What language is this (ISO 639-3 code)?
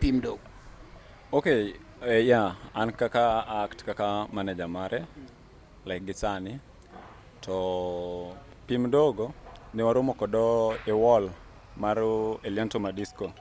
luo